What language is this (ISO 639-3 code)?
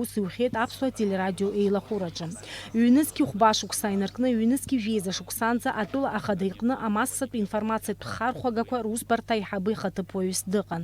abk